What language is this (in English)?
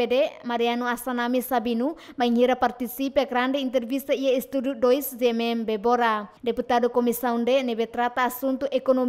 Tetum